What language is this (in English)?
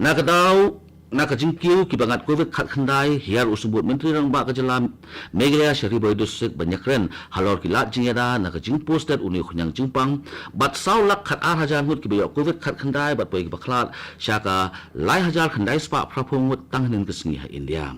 Khasi